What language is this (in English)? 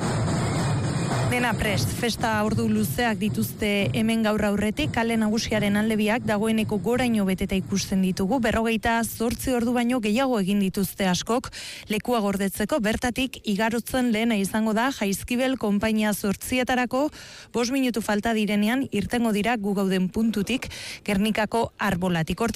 Basque